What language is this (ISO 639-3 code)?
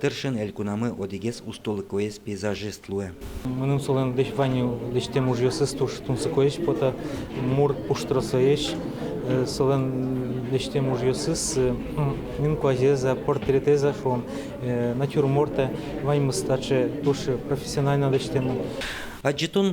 udm